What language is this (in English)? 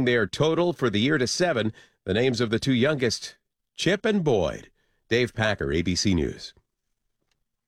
English